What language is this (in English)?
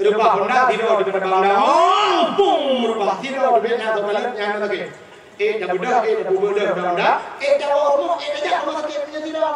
Achinese